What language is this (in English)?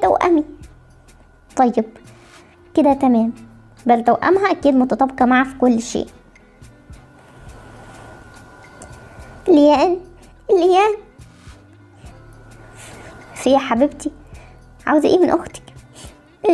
Egyptian Arabic